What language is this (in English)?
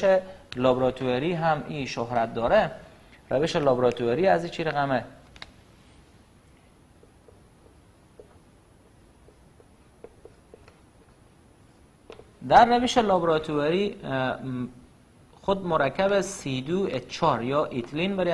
Persian